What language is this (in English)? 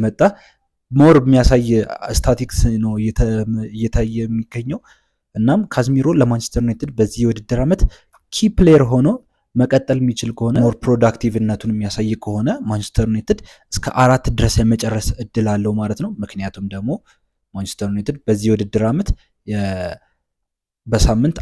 Amharic